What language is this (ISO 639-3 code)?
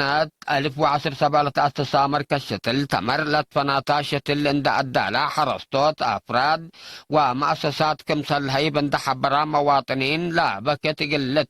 tig